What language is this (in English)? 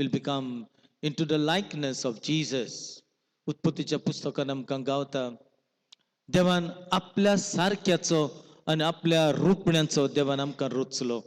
Konkani